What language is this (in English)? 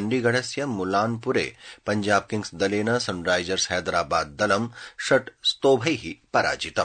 Sanskrit